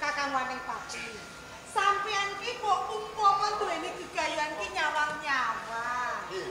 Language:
Javanese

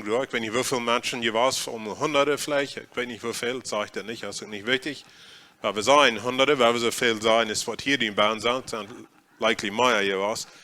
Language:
Plautdietsch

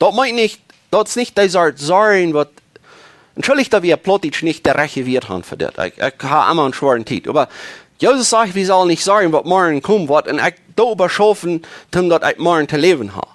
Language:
Plautdietsch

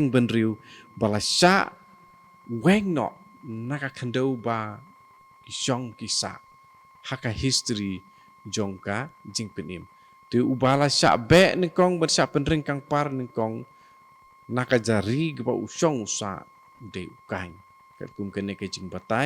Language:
Khasi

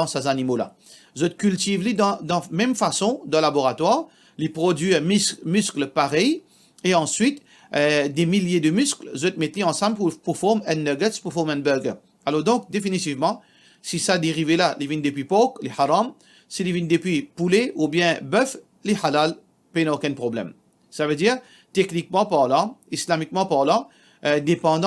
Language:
Morisyen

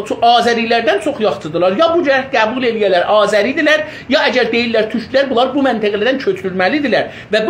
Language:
South Azerbaijani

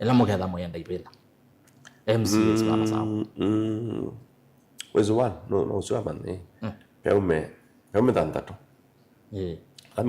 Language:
Kamba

